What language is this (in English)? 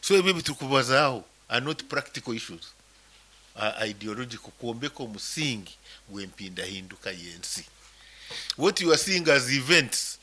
Nyankole